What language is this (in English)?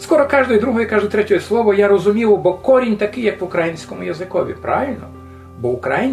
Rusyn